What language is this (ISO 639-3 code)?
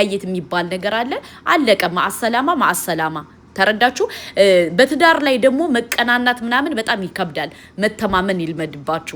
amh